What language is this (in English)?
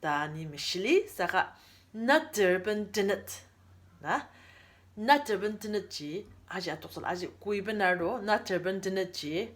Ao Naga